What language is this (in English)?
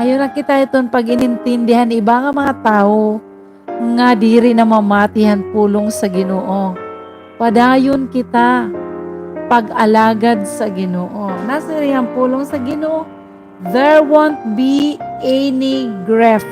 Waray